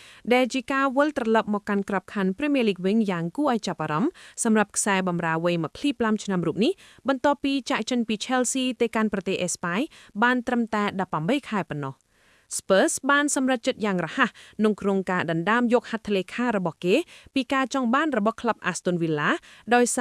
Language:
Khmer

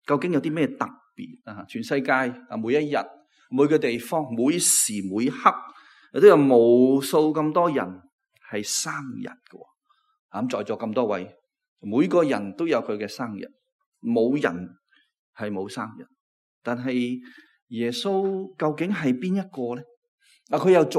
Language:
Cantonese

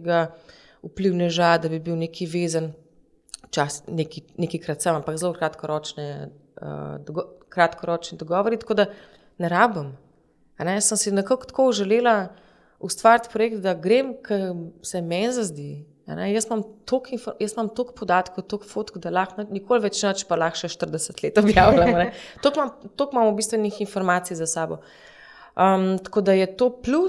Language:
Slovenian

